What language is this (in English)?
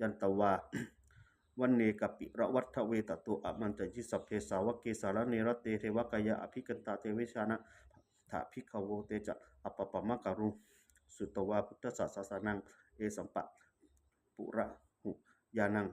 Pali